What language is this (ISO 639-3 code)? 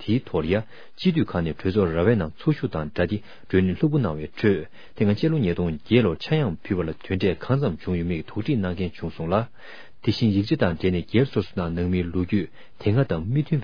bod